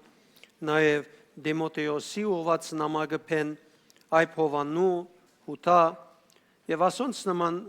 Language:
Western Armenian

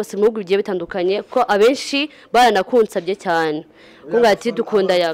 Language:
Kinyarwanda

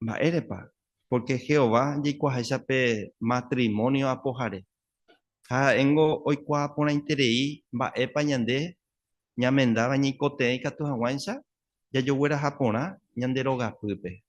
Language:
Guarani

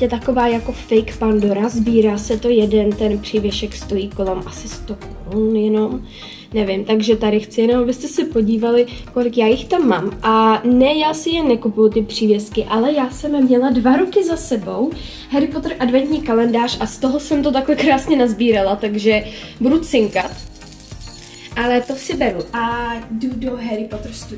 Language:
Czech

